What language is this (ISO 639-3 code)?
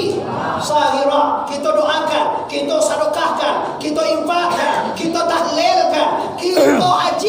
min